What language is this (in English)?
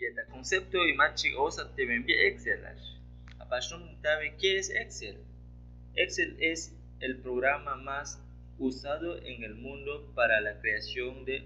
Aguaruna